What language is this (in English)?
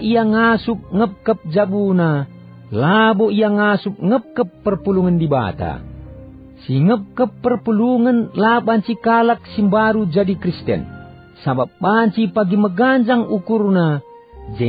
Batak Karo